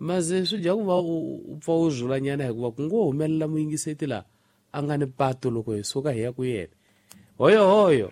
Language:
Tsonga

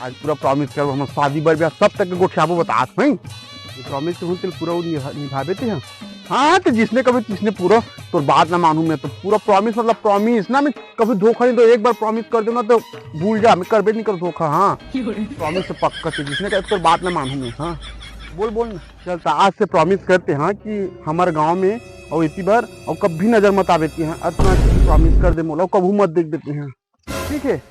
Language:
Chhattisgarhi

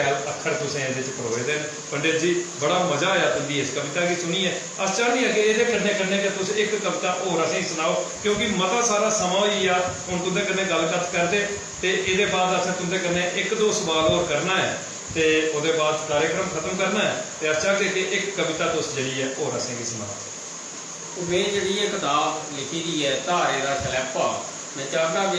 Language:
Dogri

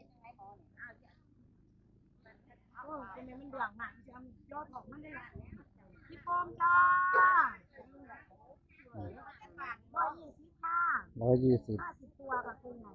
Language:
Northeastern Thai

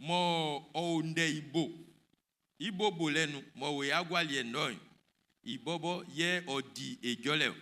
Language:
Baoulé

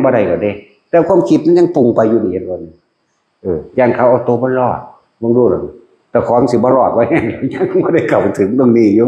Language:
Northeastern Thai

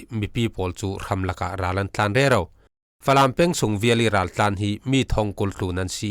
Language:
Falam Chin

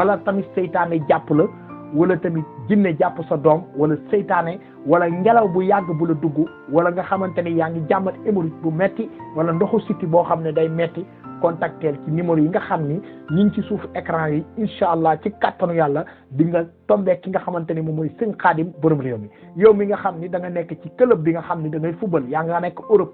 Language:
Wolof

